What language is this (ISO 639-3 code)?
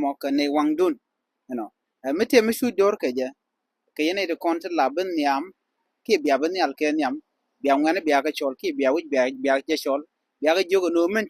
nus